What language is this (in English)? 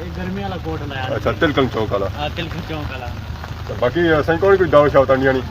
Pahari-Potwari